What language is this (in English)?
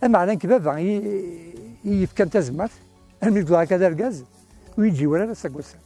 Kabyle